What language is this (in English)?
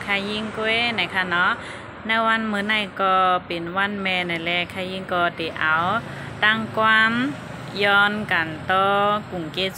Shan